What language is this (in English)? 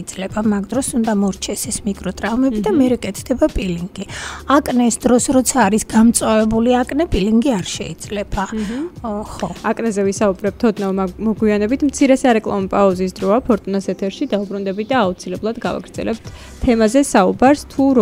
Georgian